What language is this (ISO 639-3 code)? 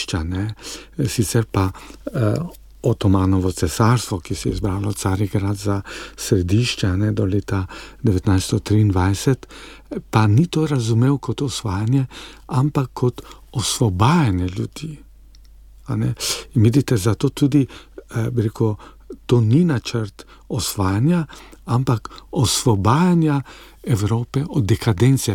slv